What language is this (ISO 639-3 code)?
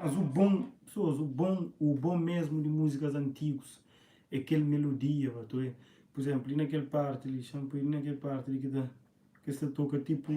kea